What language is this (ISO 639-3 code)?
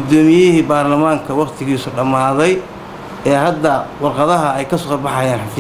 som